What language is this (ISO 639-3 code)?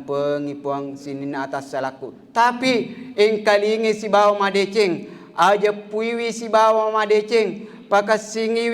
bug